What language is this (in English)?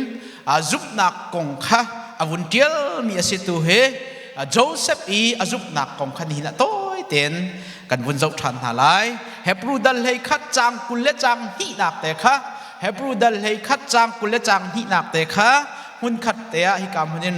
Hakha Chin